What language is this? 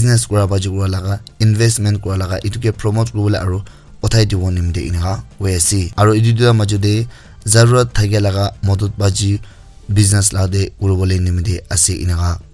Naga Pidgin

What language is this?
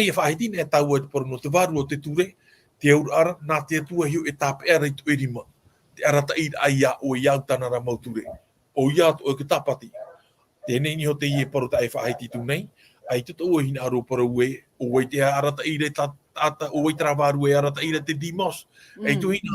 Tahitian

